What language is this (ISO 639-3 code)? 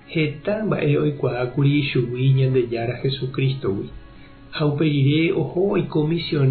grn